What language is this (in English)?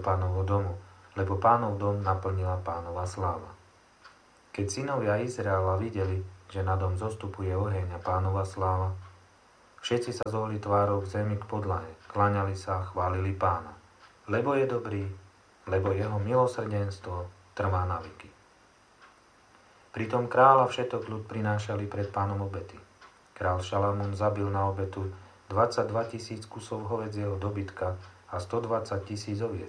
Slovak